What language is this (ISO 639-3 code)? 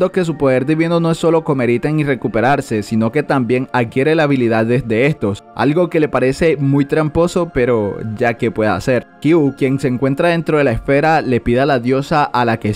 spa